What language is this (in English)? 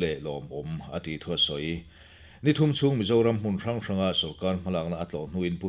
Mizo